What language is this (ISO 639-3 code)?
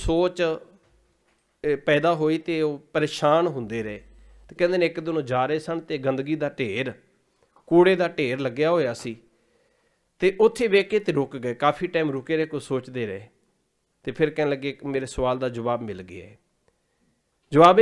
pan